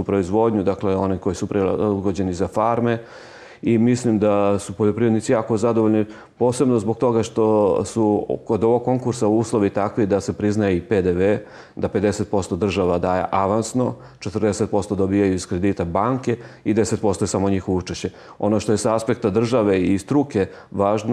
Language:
Serbian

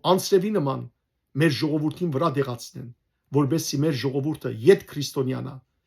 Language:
Western Armenian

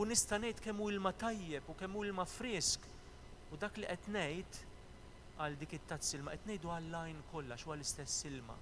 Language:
Maltese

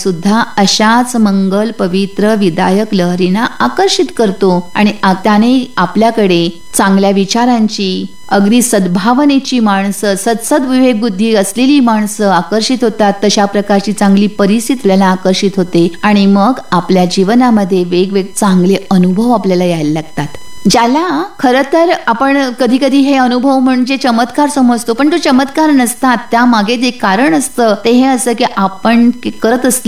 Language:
Marathi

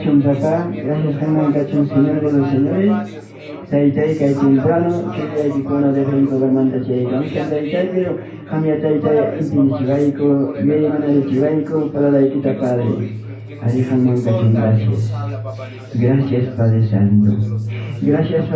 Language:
Ayacucho Quechua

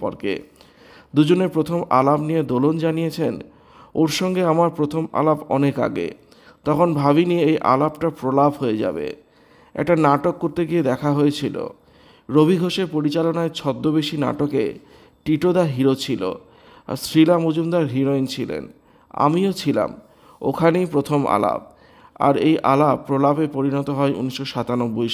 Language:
Bangla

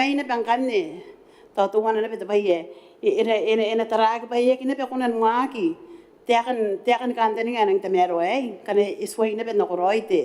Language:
Gilbertese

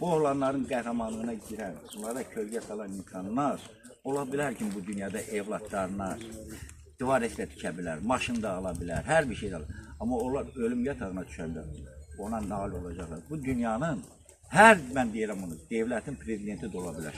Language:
Azerbaijani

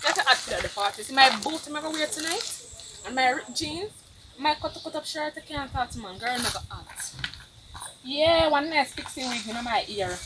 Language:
Jamaican Creole English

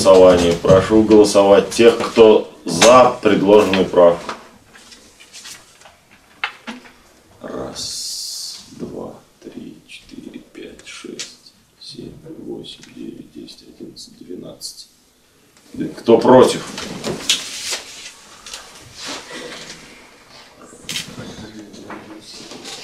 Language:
Russian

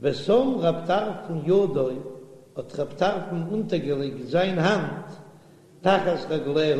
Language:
Yiddish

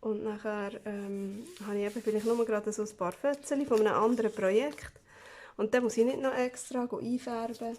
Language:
Swiss German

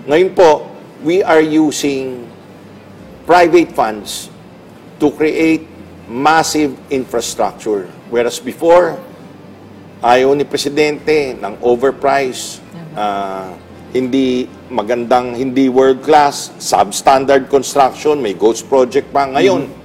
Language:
Filipino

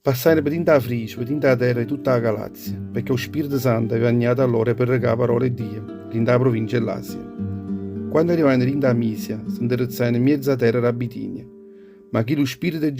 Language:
Neapolitan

